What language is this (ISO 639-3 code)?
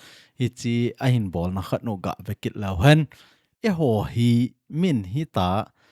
tcz